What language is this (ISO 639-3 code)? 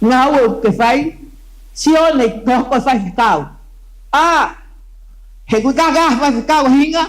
ton